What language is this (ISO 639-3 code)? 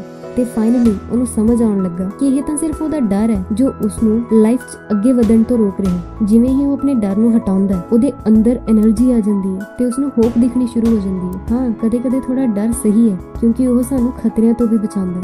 pan